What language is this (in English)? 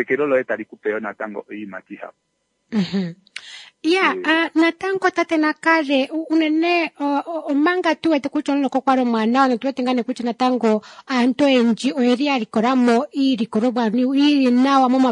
Kuanyama